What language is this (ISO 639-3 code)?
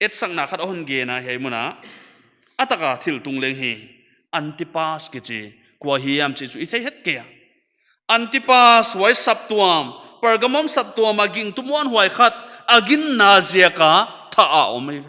pck